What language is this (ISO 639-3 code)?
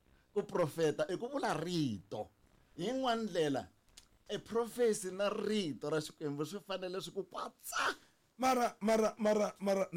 tso